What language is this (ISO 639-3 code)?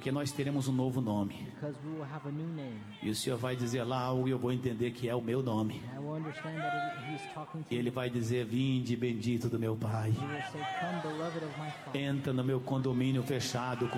por